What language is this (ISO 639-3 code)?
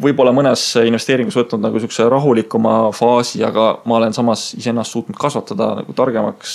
est